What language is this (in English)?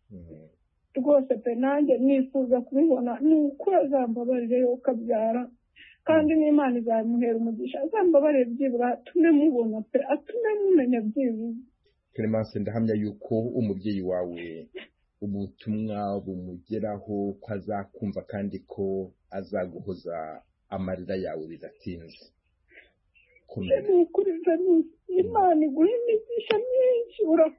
Kinyarwanda